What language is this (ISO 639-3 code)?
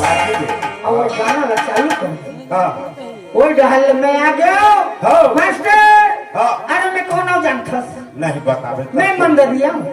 hne